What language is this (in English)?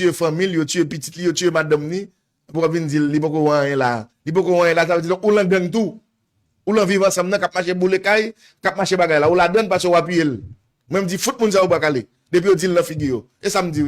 Haitian Creole